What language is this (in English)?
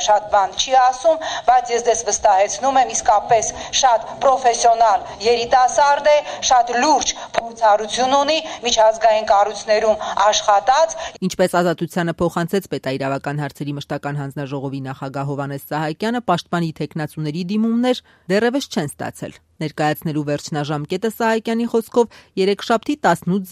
Armenian